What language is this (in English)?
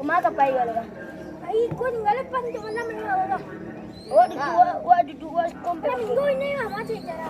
Minangkabau